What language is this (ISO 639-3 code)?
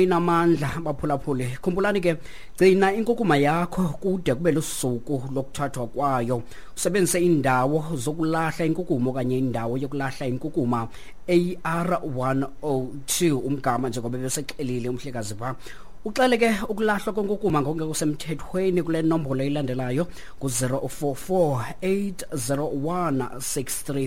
xho